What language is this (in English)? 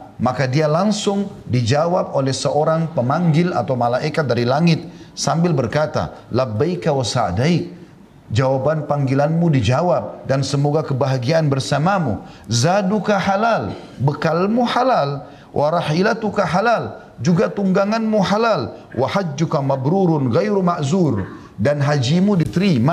Indonesian